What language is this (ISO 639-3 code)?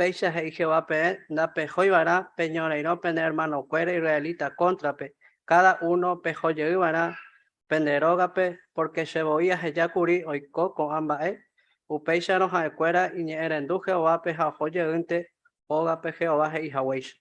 grn